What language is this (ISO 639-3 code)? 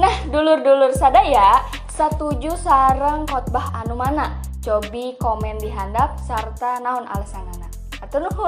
sun